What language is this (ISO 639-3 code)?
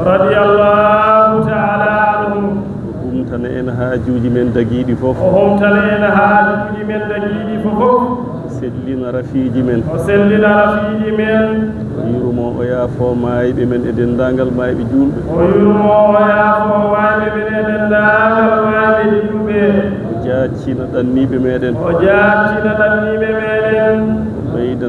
ful